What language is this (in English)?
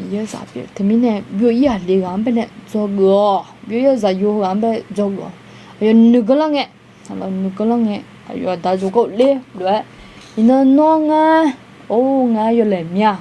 Akha